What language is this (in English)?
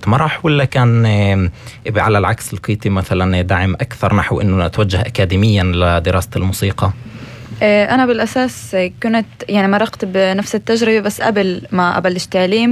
North Levantine Arabic